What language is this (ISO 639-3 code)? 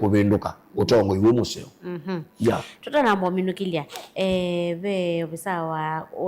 kam